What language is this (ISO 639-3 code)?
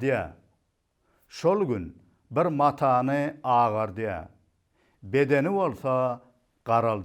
tuk